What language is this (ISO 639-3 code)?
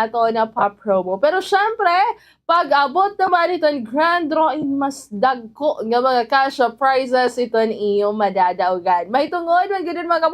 war